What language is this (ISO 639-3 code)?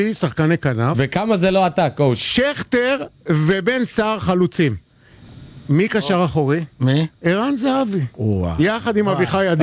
heb